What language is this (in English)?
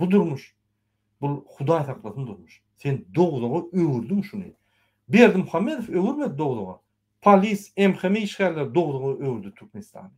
Turkmen